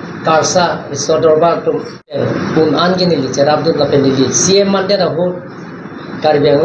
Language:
Karbi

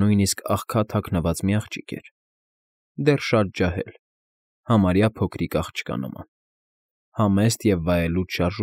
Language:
Armenian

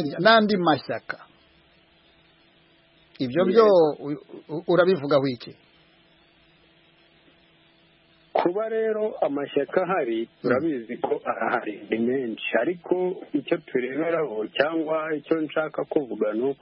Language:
Kinyarwanda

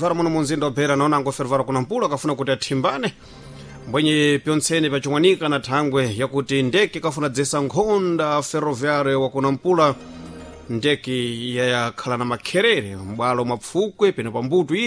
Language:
Sena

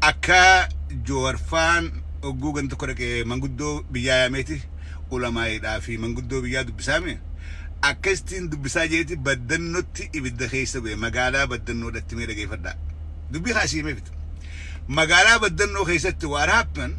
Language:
Oromo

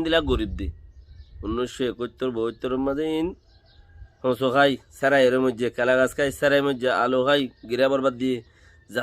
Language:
Rohingya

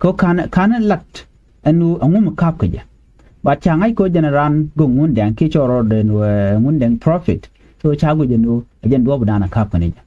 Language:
Nuer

